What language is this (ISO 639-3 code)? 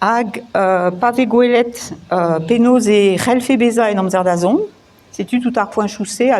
bre